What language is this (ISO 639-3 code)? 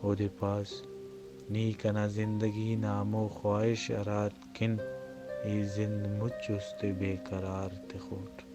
brh